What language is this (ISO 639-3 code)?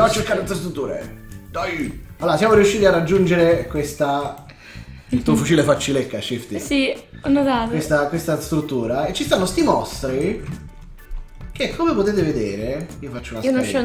ita